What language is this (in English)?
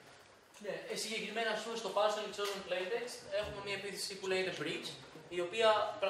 Greek